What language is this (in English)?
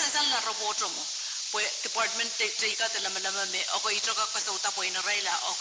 Pohnpeian